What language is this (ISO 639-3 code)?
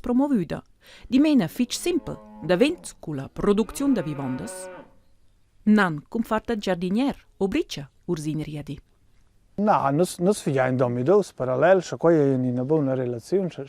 roh